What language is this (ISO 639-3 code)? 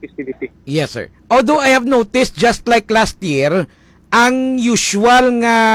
hil